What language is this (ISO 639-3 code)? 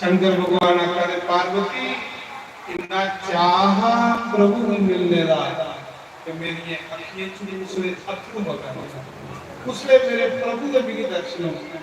doi